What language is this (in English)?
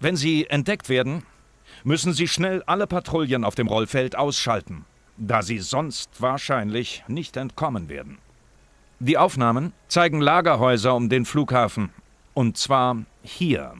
Bavarian